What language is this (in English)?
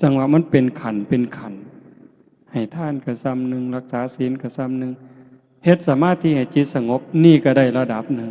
Northeastern Thai